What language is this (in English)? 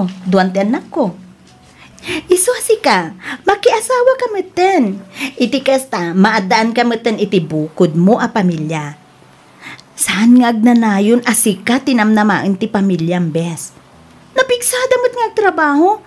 Iloko